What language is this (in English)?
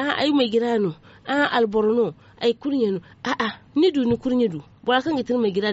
Zarma